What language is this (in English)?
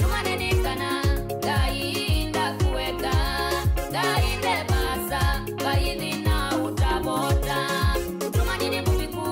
Kamba